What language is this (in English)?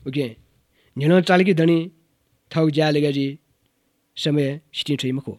Newari